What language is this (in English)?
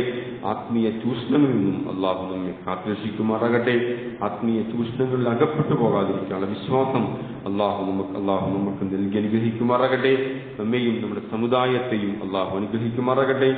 Malayalam